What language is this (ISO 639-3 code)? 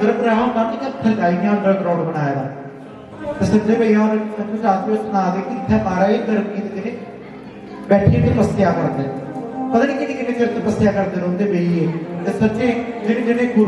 doi